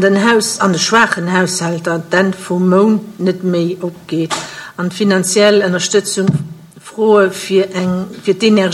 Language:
Luxembourgish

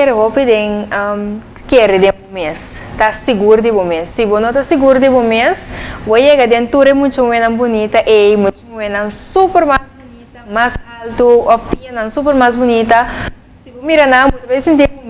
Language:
Papiamento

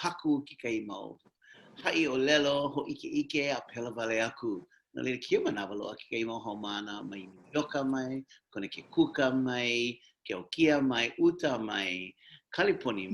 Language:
Hawaiian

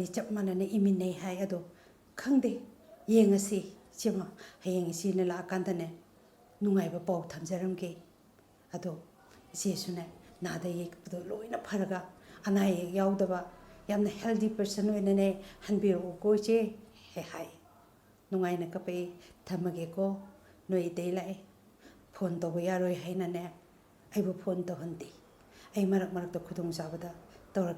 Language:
Manipuri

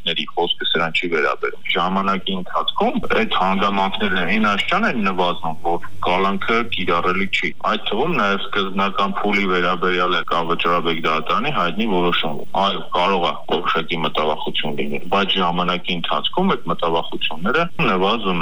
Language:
Armenian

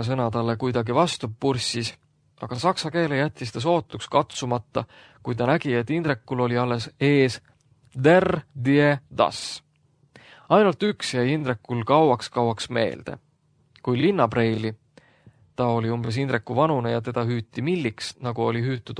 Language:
Estonian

